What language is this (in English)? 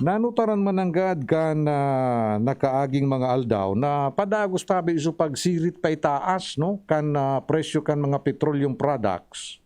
Bikol